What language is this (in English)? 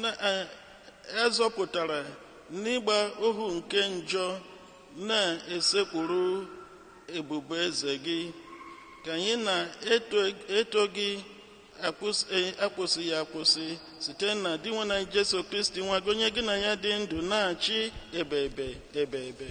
Igbo